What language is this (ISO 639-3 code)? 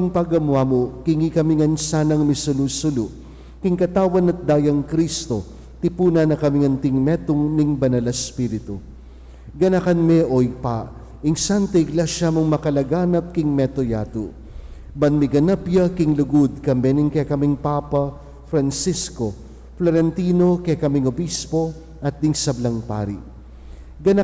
pam